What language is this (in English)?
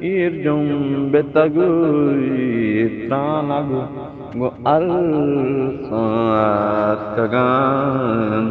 Eastern Balochi